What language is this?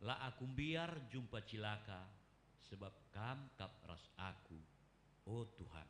Batak Karo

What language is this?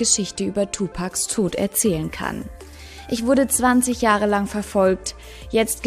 German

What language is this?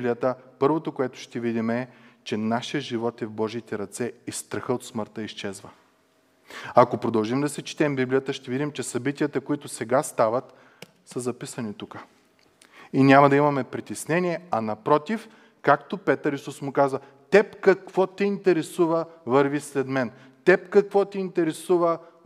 Bulgarian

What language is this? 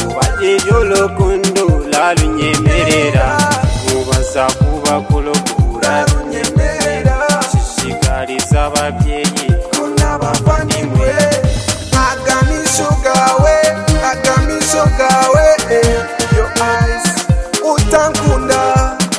Kinyarwanda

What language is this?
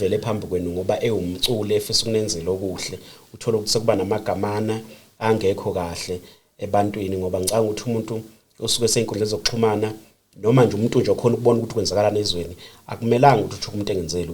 Zulu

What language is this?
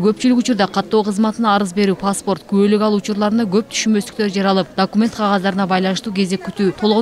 Kyrgyz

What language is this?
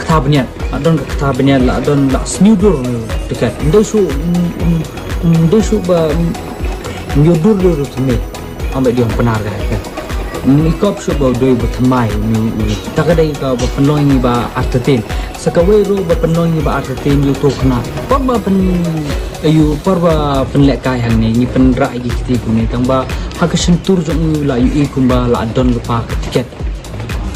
Khasi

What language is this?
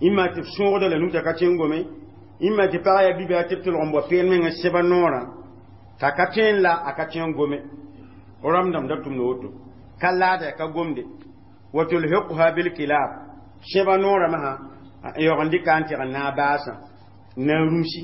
Mossi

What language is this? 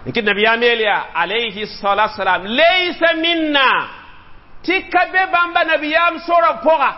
Mossi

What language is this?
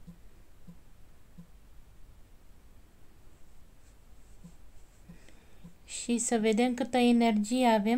Romanian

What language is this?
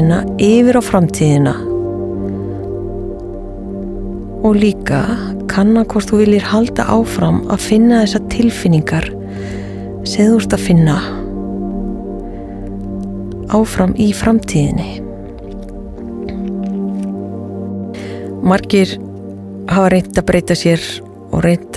Icelandic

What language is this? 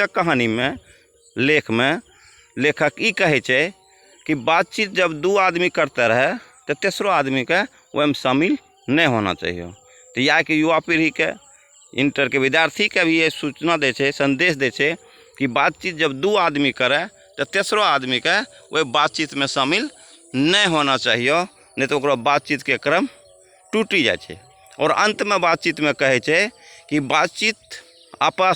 Angika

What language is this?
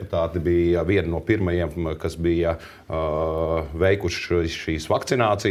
Latvian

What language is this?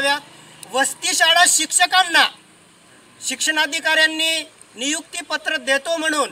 Marathi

